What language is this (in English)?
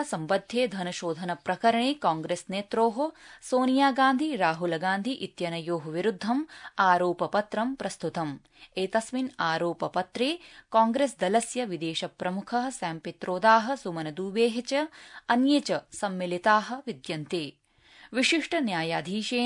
Sanskrit